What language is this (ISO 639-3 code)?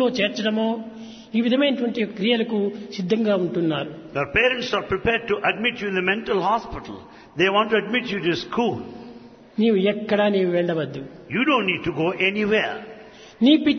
tel